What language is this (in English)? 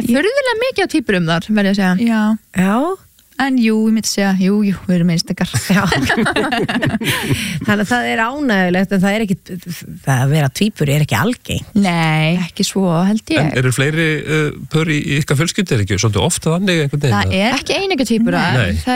Icelandic